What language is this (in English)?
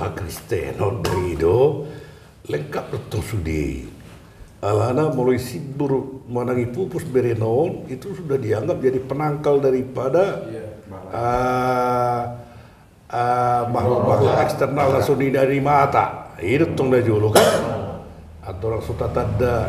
Batak Toba